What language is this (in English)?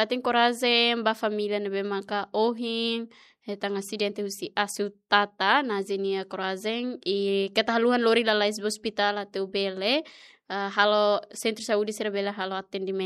Tetum